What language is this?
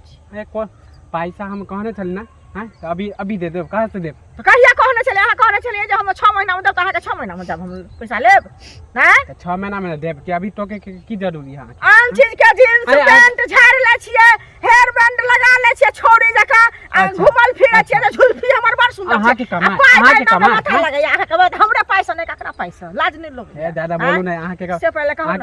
Maithili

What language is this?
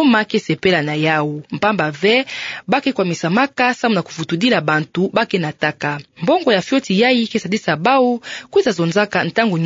Kituba (Democratic Republic of Congo)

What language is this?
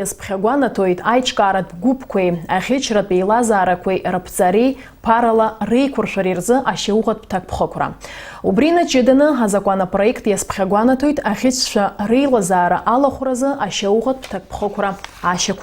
Abkhazian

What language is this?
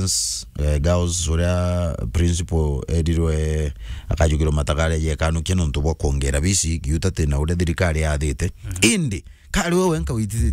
Meru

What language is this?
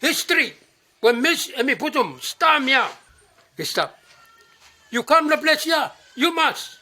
Bislama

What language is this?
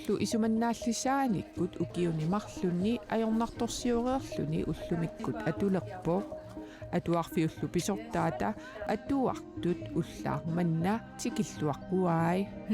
Kalaallisut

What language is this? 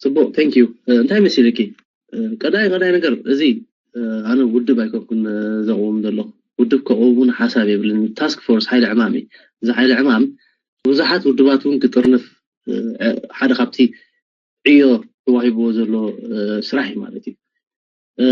Tigrinya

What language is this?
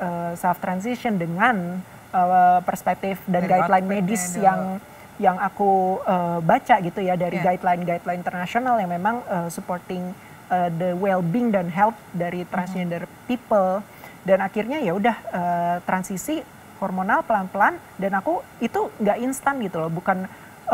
Indonesian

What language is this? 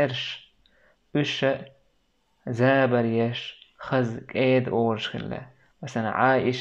Chechen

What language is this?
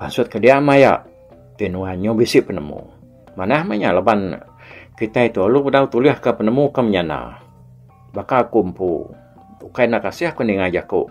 Iban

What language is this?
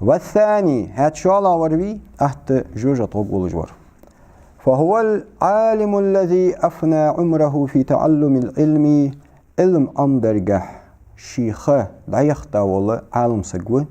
Ingush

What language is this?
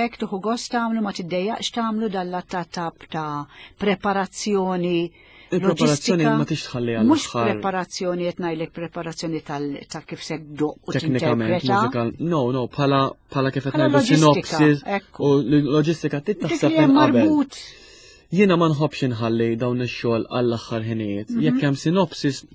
Maltese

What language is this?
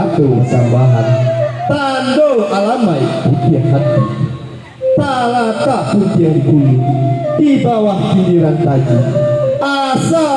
Minangkabau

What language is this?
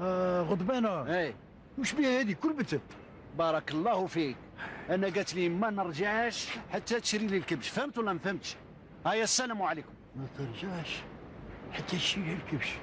Algerian Arabic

